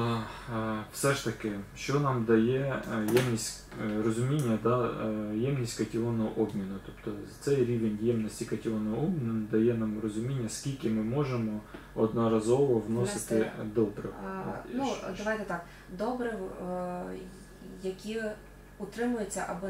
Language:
Ukrainian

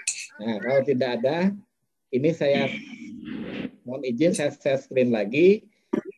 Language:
Indonesian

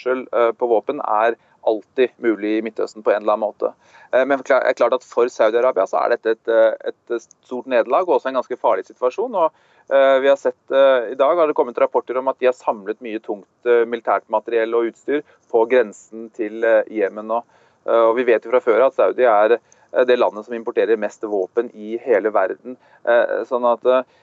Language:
Norwegian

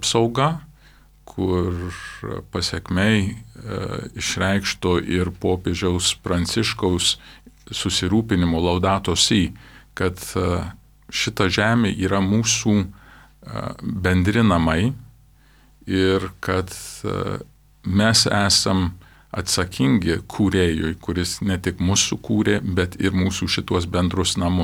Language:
Lithuanian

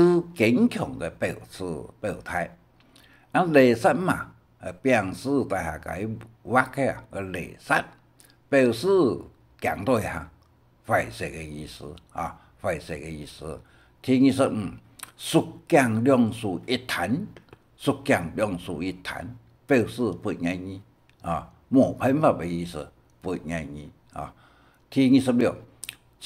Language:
Hakka Chinese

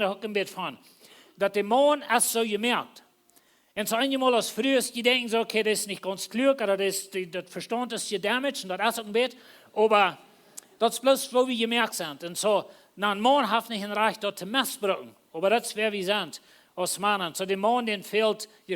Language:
Plautdietsch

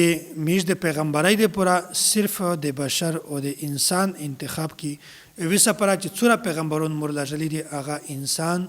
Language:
Pashto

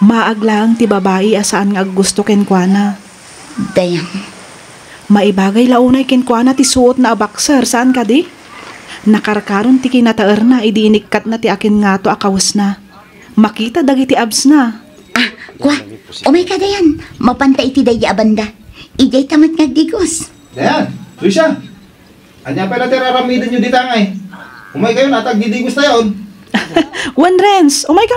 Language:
Iloko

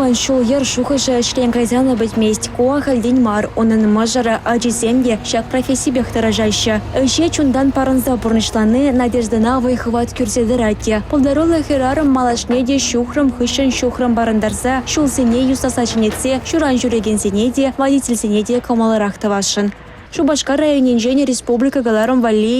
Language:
Chuvash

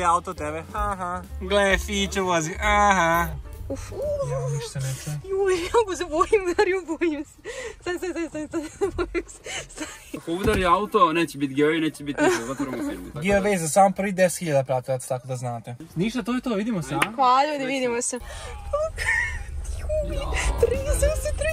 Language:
Croatian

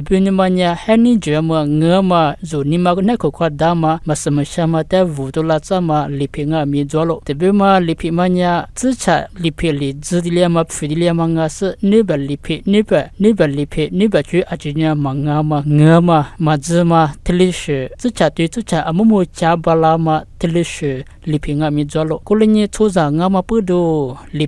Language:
Lisu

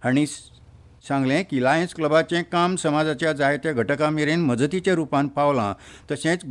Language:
Konkani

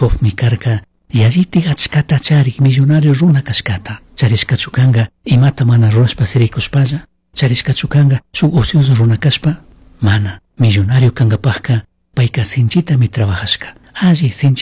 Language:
Chimborazo Highland Quichua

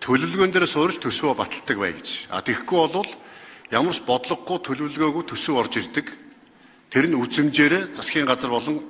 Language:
Mongolian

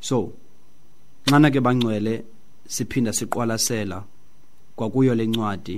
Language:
Xhosa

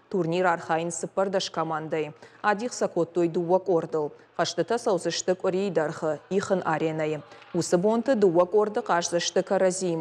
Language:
Ossetic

